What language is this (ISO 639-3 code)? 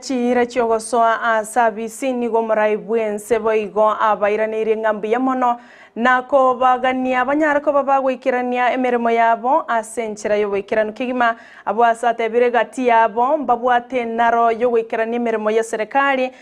guz